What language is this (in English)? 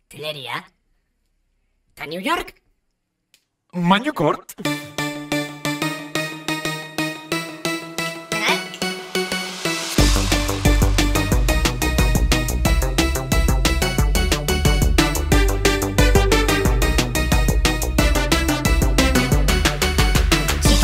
Basque